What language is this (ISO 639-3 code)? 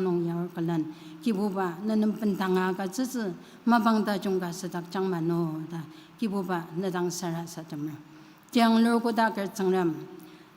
njo